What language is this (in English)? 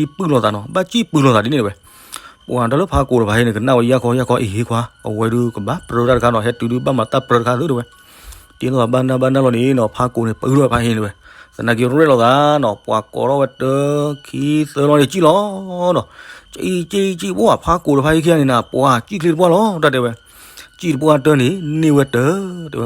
S'gaw Karen